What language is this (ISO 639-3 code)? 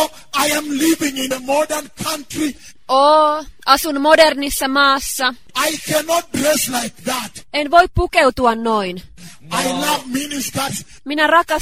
fin